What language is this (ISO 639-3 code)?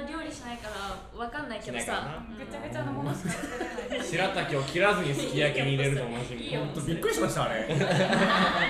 jpn